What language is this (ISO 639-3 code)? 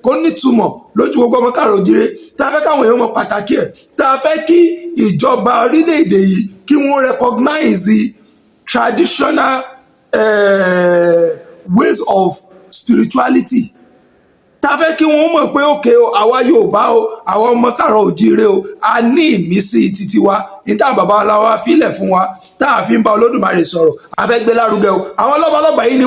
yor